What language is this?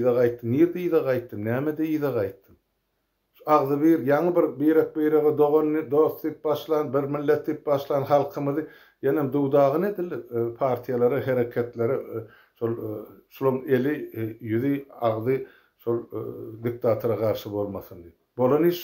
Turkmen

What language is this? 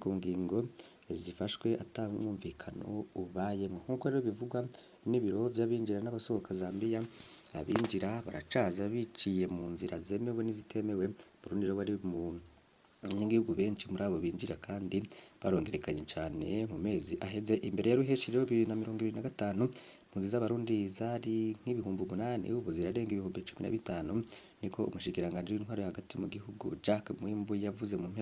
Rundi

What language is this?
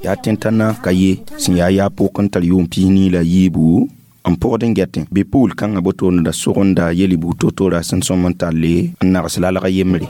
Mossi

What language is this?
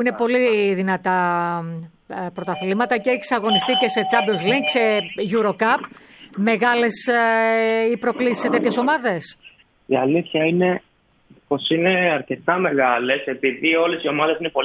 Greek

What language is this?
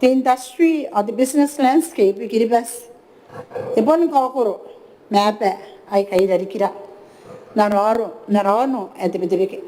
Gilbertese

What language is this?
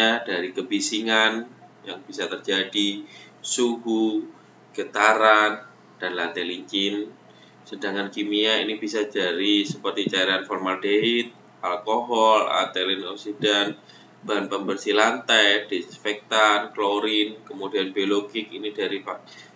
Indonesian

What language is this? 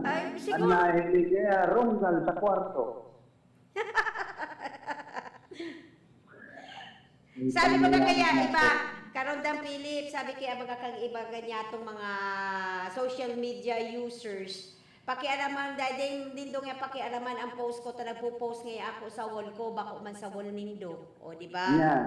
Bikol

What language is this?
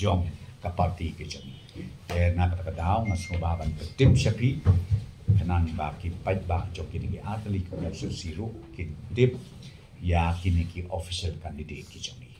Khasi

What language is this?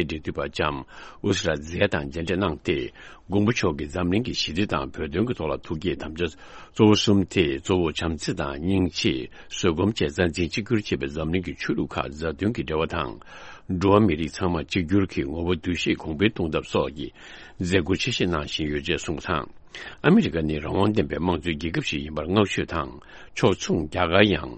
Tibetan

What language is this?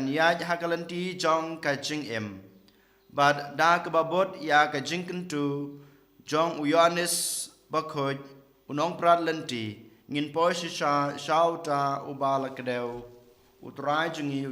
Khasi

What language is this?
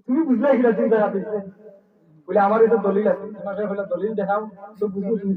Sylheti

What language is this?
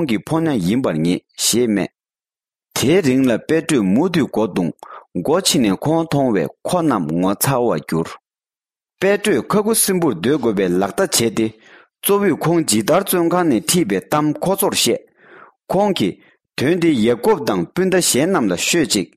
Tibetan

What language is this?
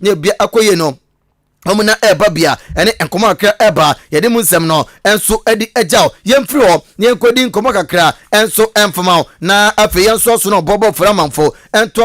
Akan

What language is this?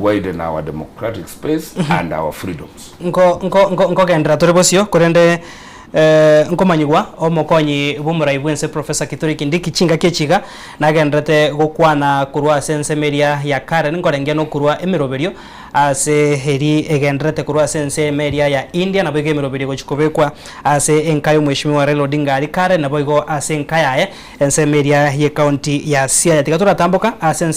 Gusii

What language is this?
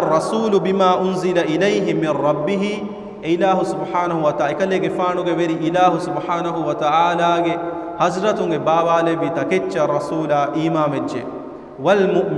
Divehi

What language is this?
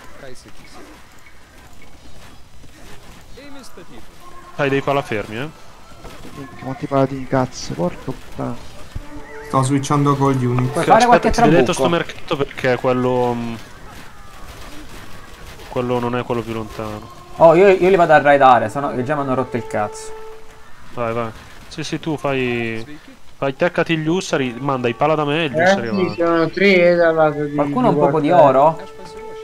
Italian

